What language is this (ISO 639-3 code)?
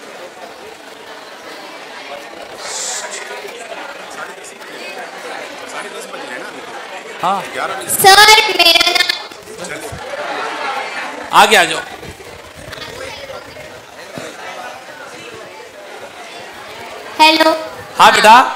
hin